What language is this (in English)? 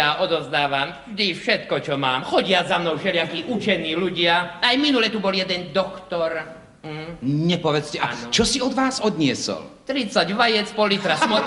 Slovak